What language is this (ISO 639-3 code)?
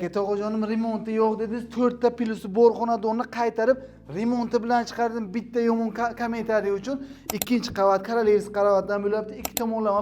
uzb